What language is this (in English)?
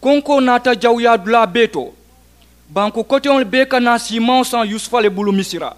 Mandingo